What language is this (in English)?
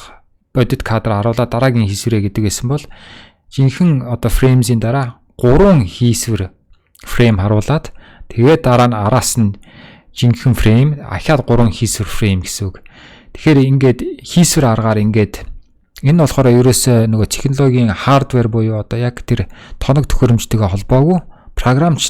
Mongolian